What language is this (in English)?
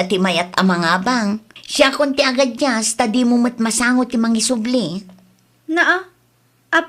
Iloko